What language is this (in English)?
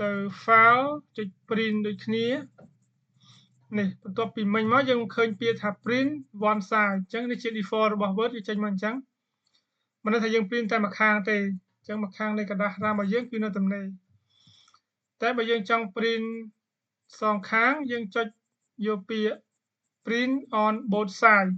Khmer